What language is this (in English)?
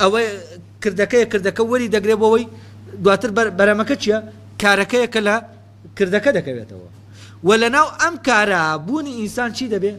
Central Kurdish